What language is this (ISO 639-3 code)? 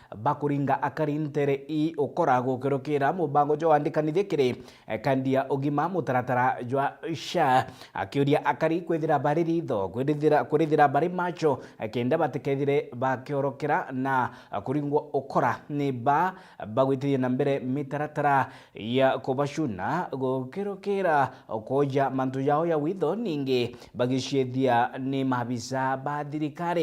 mer